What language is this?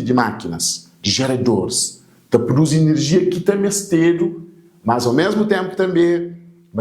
Kabuverdianu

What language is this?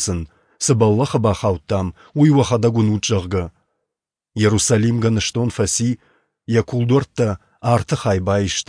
Ossetic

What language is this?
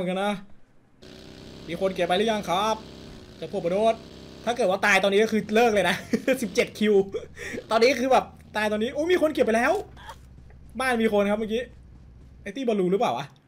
Thai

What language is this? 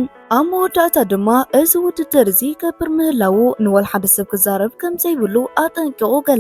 Tigrinya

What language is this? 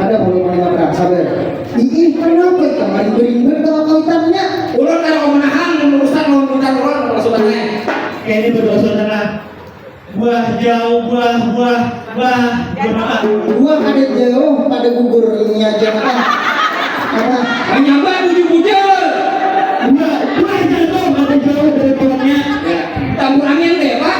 Banjar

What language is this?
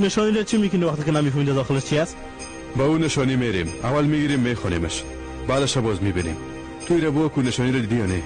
Persian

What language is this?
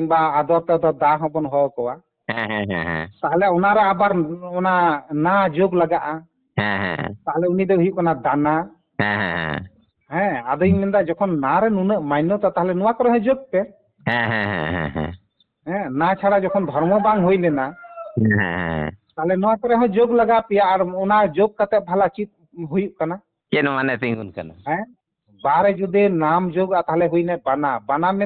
Santali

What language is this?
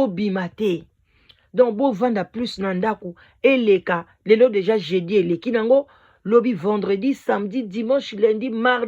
Lingala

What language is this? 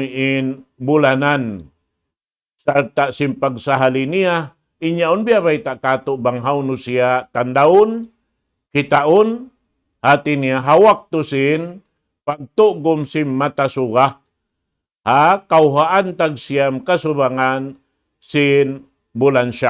Tausug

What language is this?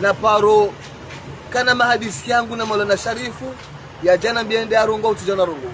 Ngazidja Comorian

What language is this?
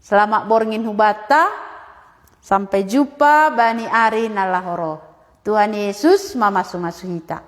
Batak Simalungun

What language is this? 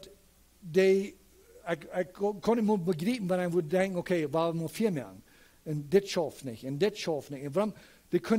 Plautdietsch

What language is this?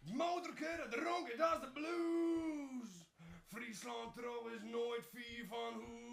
Western Frisian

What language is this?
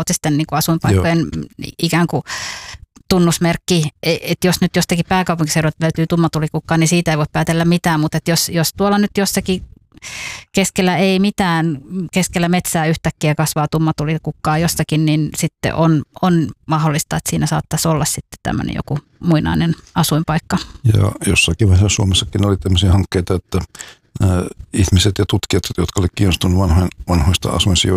Finnish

